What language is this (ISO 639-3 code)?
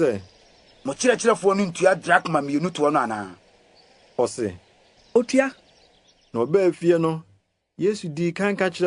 aka